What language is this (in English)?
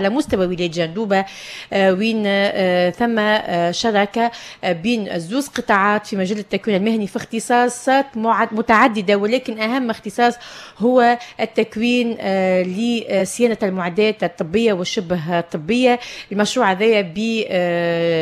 Tunisian Arabic